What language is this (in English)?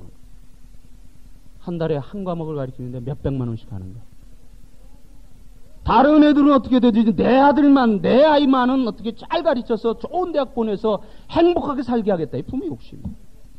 Korean